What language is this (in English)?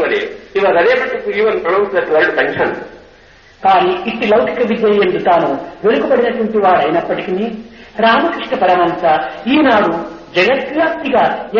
Telugu